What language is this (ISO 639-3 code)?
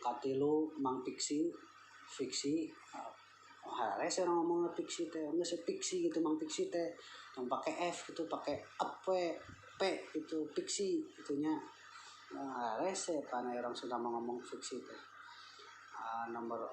sun